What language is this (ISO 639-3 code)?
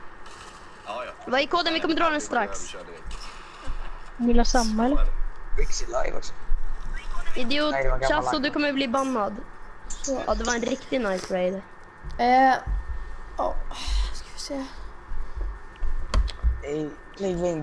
swe